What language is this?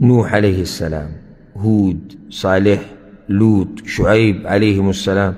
Pashto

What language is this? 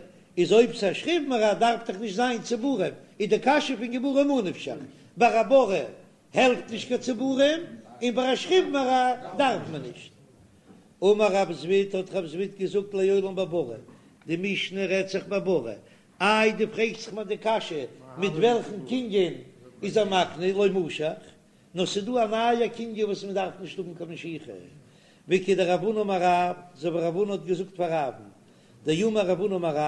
Yiddish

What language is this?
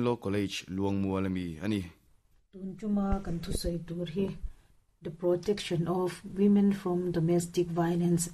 Mizo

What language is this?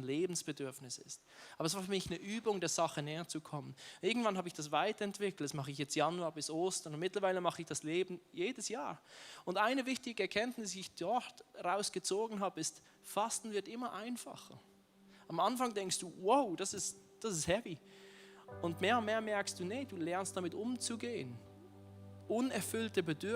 Swiss German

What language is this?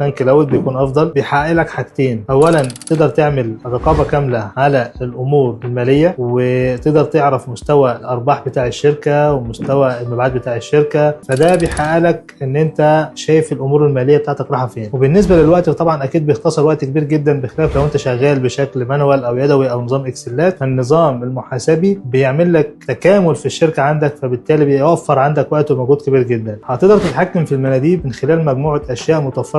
Egyptian Arabic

